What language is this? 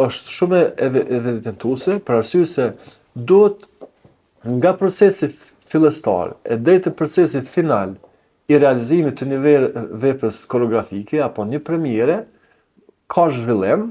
Albanian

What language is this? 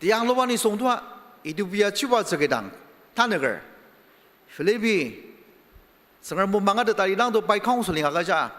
Ao Naga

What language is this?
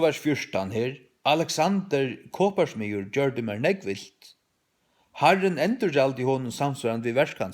Faroese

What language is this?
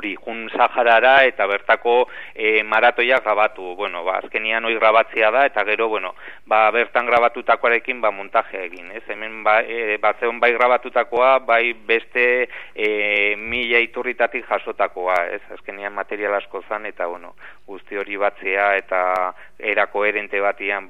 Basque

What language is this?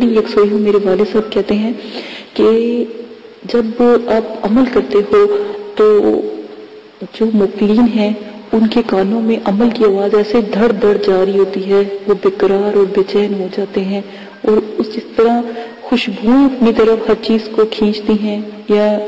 Urdu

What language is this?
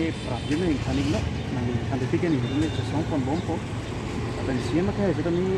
Karbi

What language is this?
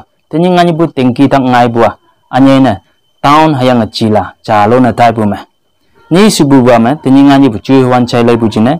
Konyak Naga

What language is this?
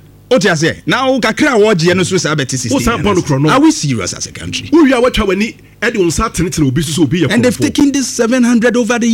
Akan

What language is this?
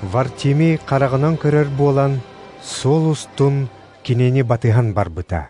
Yakut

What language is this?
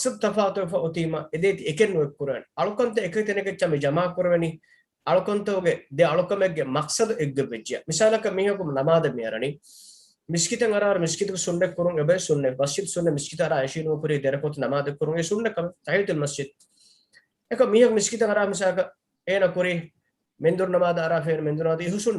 Divehi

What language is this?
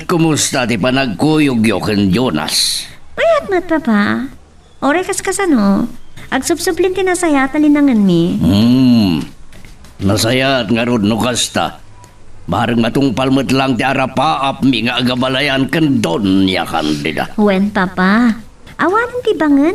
Iloko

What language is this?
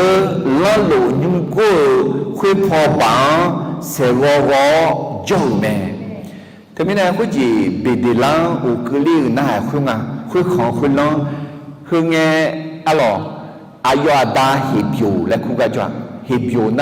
Akha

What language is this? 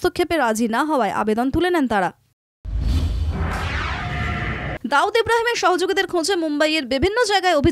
Bangla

